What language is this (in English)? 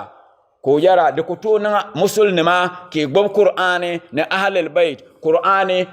Dagbani